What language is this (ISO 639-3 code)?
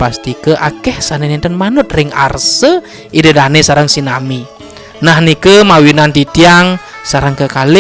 ban